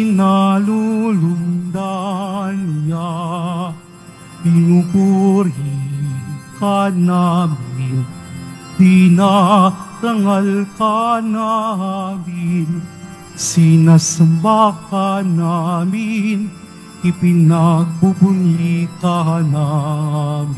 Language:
Filipino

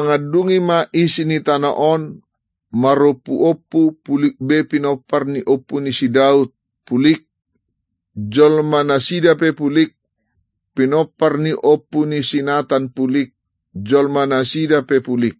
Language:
Batak Toba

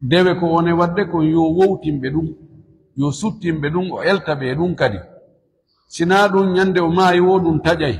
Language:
Fula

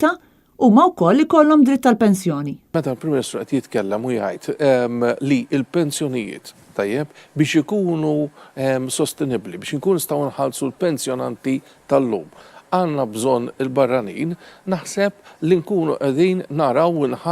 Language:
Maltese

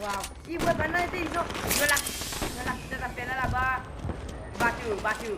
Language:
Morisyen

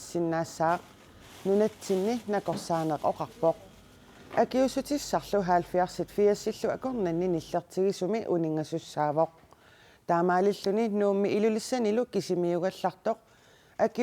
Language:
Kalaallisut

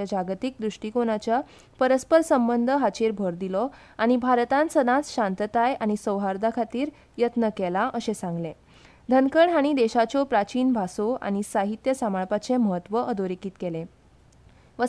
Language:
Konkani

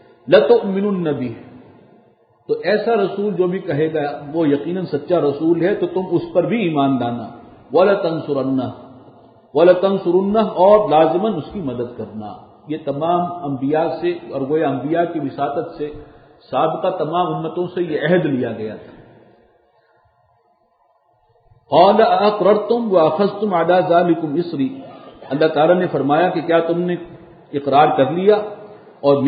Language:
Urdu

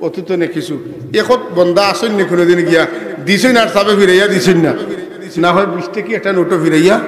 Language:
Sylheti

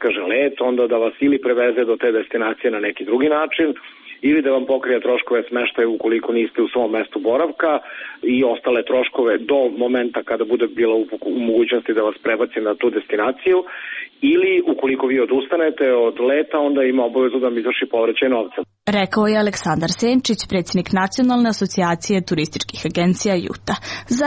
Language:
Serbian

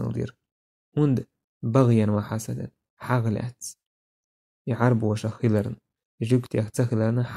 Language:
Chechen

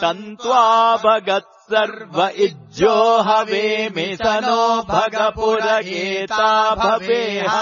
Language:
Sanskrit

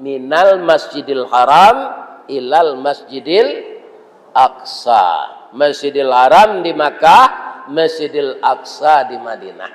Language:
Minangkabau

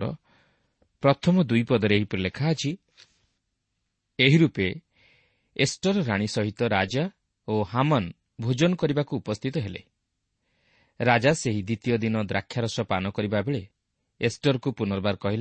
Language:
Odia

